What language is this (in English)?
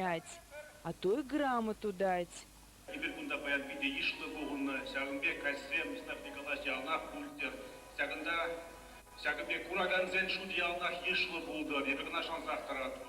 Chuvash